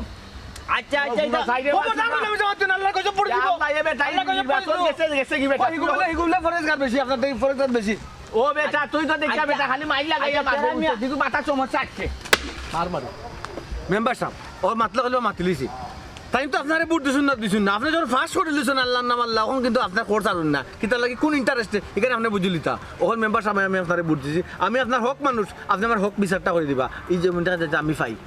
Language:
Sylheti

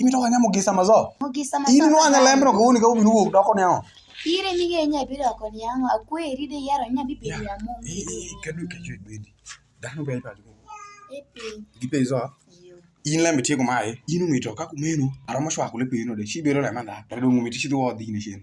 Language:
Alur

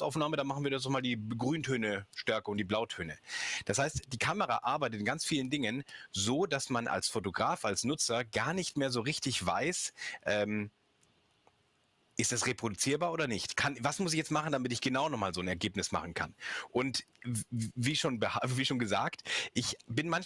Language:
German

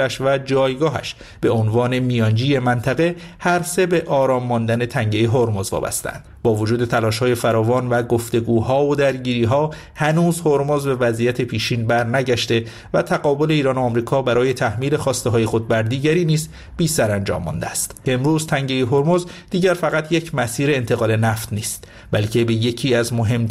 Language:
Persian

